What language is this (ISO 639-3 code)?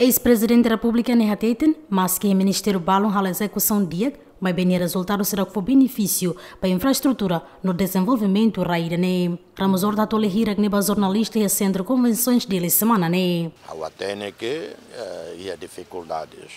tet